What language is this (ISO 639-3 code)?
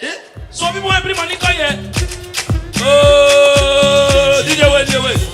pcm